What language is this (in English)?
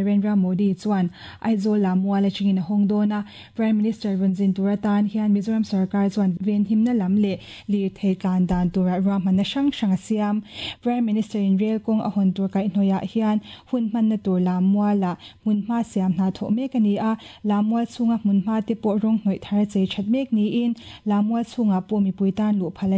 Mizo